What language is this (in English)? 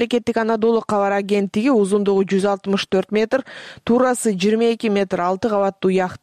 Kyrgyz